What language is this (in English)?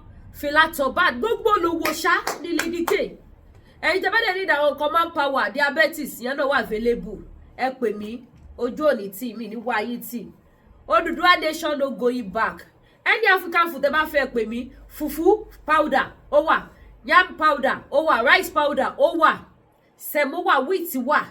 Yoruba